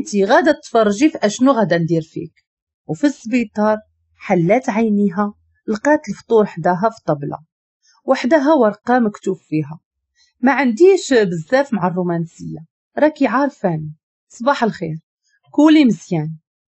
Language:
Moroccan Arabic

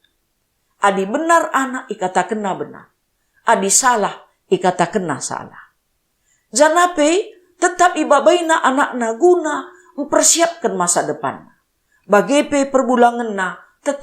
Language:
Batak Karo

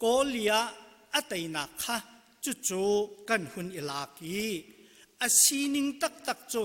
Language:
Hakha Chin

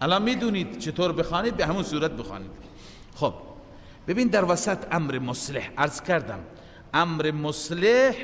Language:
Persian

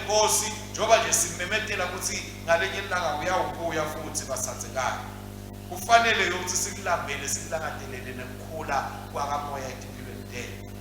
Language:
Swati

